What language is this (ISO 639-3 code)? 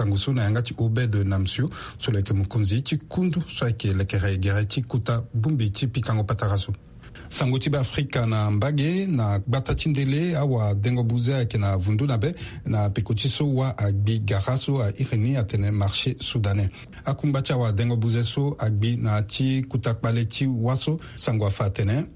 sag